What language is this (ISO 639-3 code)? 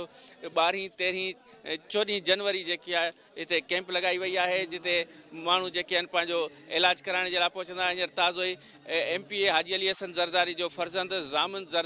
snd